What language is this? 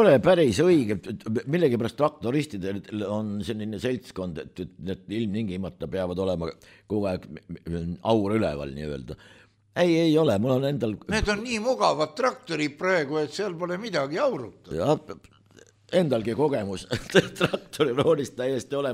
Estonian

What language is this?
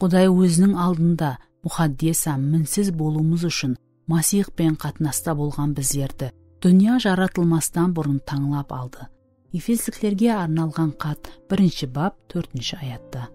Kara-Kalpak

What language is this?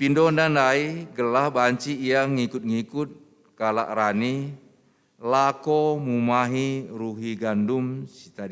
Batak Karo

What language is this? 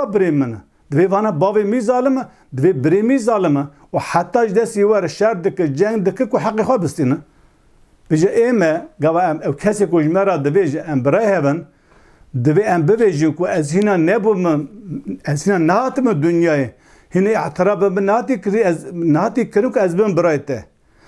Kurdish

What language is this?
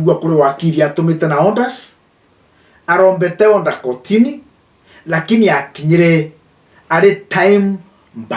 Meru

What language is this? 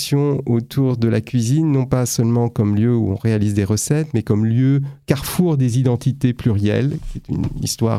French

